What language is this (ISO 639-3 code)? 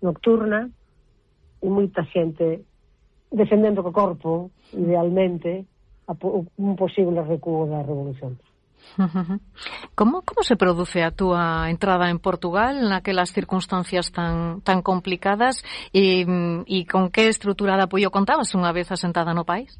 glg